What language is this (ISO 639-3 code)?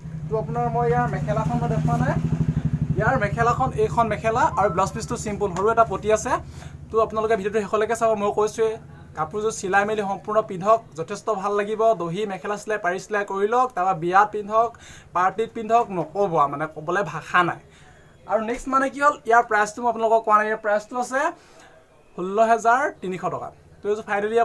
asm